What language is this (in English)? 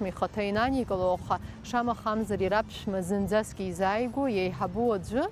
Abkhazian